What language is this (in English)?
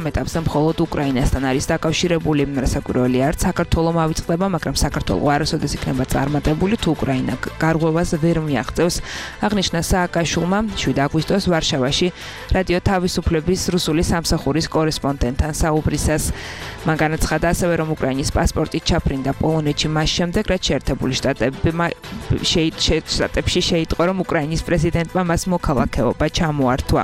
Georgian